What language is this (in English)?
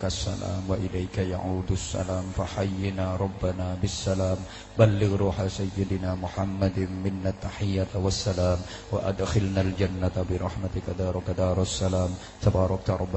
Javanese